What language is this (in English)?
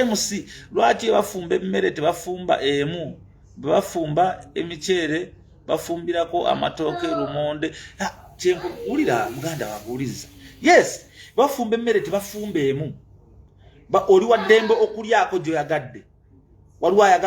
Ganda